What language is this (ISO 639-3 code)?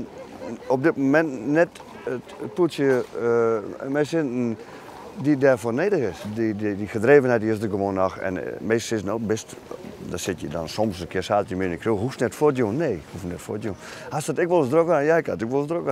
fry